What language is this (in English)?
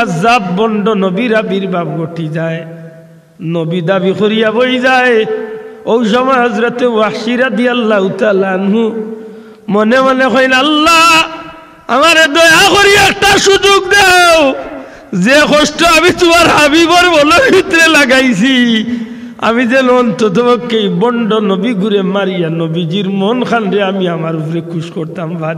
Sylheti